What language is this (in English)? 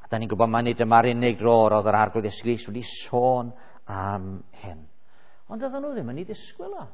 Welsh